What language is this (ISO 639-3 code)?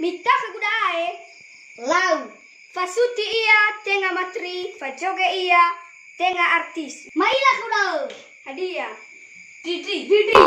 nia